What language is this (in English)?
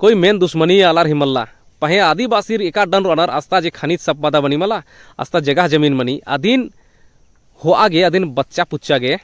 Kurukh